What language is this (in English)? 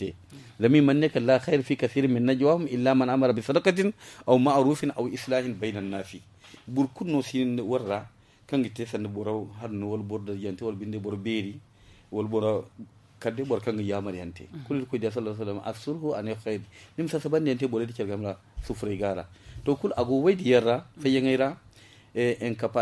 Zarma